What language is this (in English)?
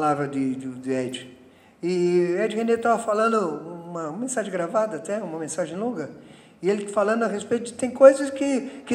Portuguese